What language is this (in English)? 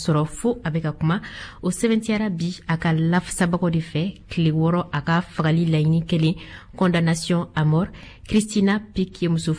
Bambara